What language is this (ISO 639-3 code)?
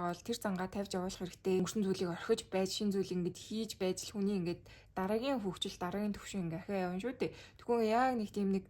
mon